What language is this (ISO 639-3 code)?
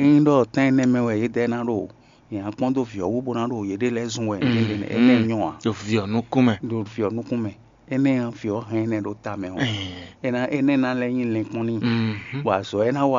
fon